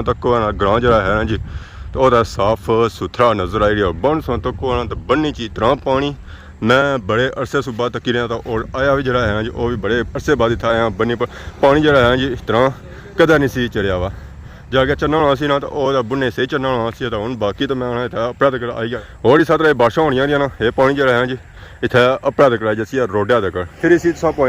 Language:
Pahari-Potwari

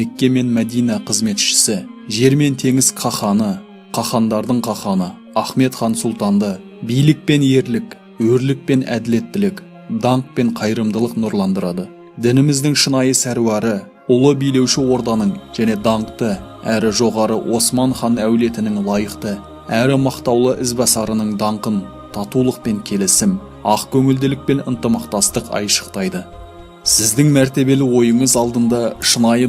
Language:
Kazakh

